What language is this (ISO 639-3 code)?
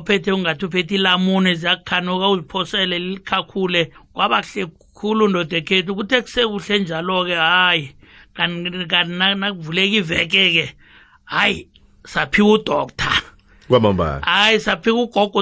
nbl